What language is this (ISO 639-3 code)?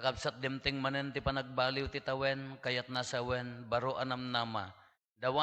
ilo